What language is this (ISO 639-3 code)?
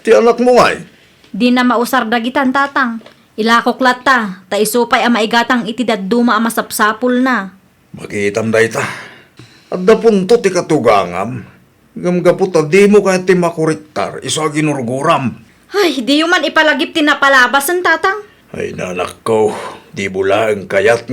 ilo